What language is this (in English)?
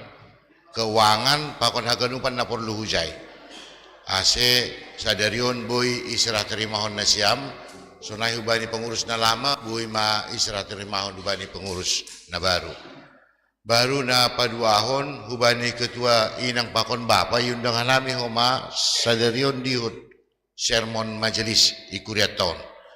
Batak Simalungun